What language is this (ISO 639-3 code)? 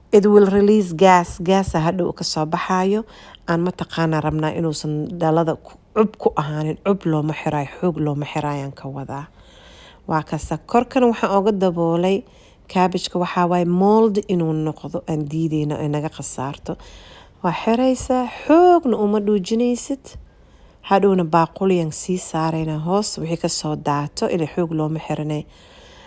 som